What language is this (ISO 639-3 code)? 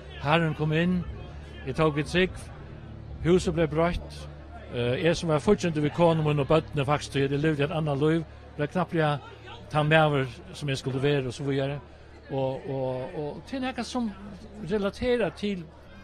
fao